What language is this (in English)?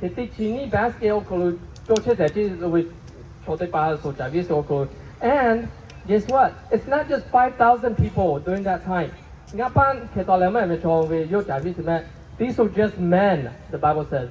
Lahu